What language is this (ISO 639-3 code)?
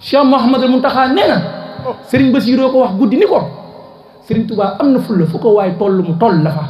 wol